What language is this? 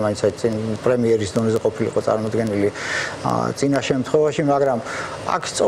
Georgian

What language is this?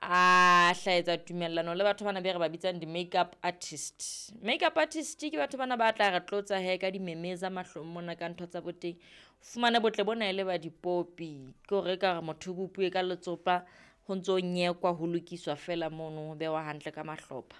Southern Sotho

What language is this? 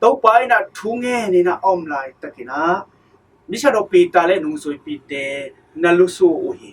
Tedim Chin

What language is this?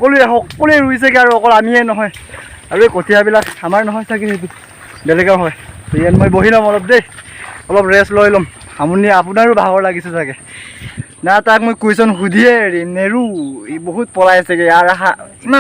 Assamese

